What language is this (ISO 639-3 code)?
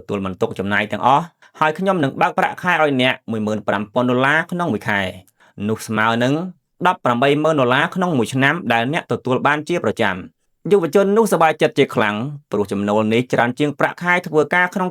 khm